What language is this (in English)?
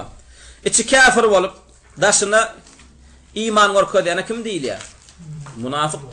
Turkmen